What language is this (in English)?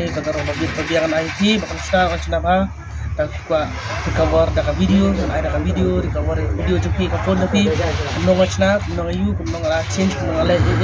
Khasi